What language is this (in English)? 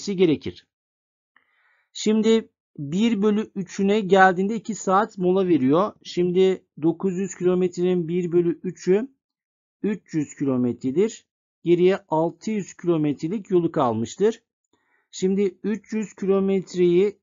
Turkish